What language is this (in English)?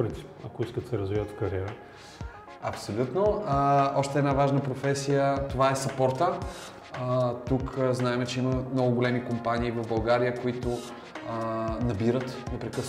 Bulgarian